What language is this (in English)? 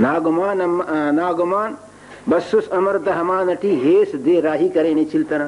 Brahui